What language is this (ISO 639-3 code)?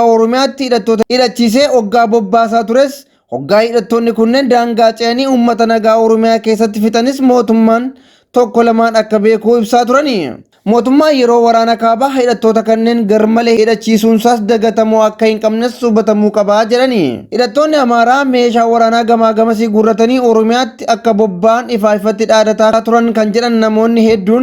orm